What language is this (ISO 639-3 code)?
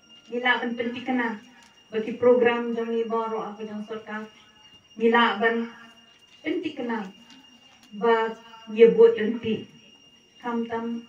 kha